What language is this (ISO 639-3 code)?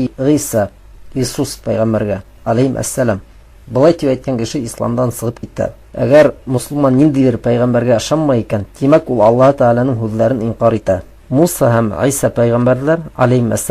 bak